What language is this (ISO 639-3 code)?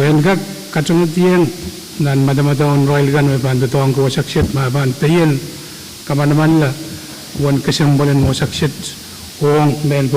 pon